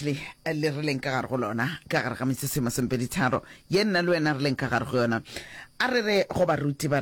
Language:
Northern Sotho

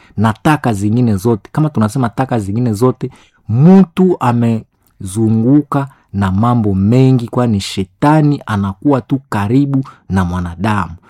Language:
Swahili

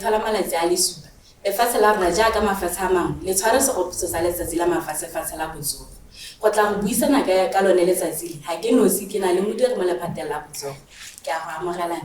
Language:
Tswana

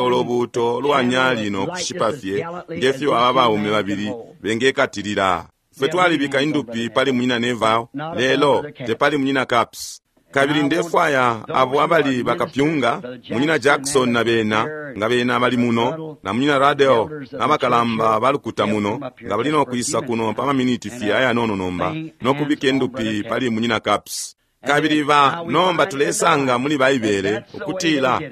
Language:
Bemba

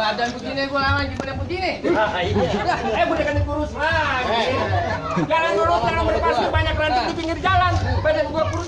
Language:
Betawi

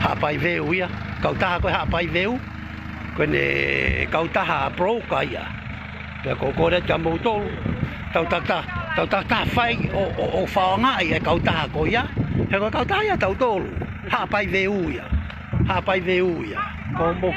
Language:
Tongan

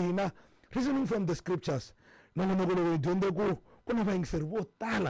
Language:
Tsonga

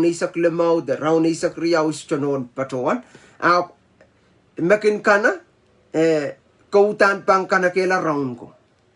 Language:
Pohnpeian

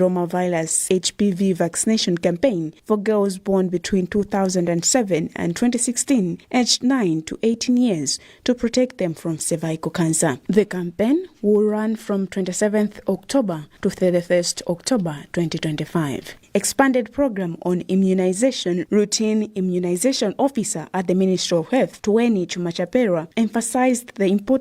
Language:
English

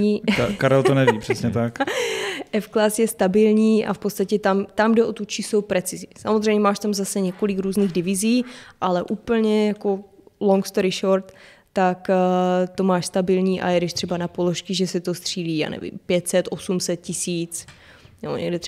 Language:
Czech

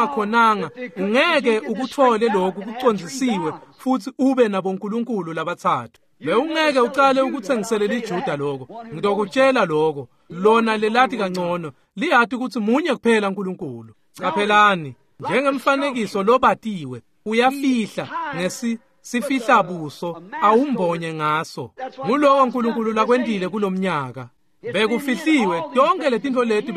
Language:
Swati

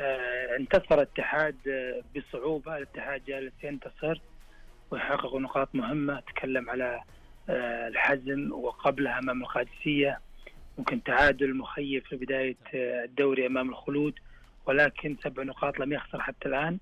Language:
Najdi Arabic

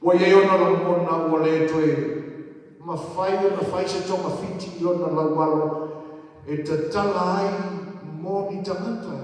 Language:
Samoan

